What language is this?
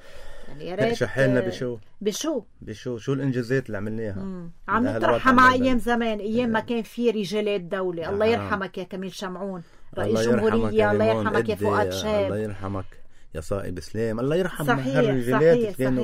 North Levantine Arabic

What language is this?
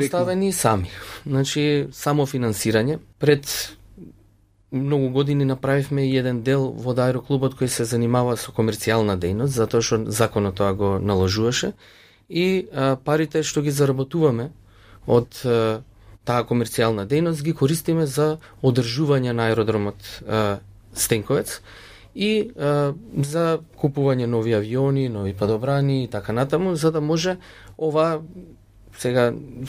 Macedonian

